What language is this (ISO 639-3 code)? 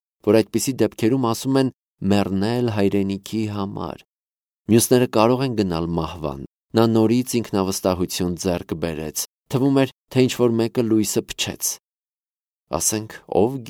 hye